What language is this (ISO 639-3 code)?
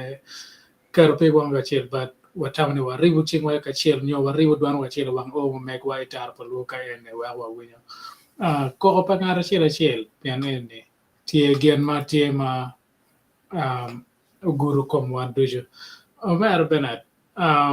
ach